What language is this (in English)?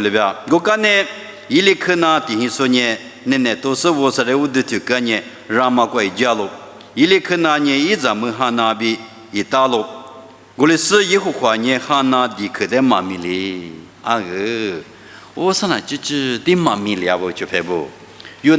Lisu